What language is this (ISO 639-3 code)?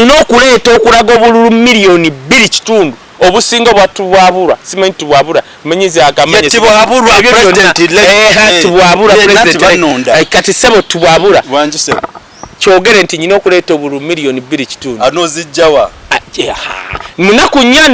lug